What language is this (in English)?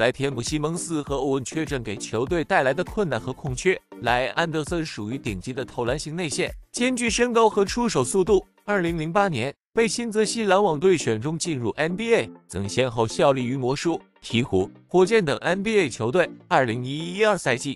Chinese